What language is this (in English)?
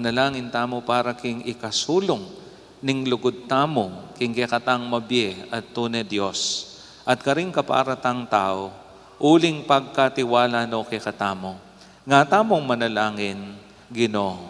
Pampanga